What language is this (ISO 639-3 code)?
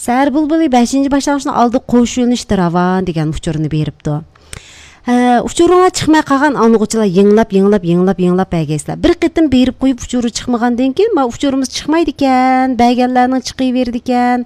uig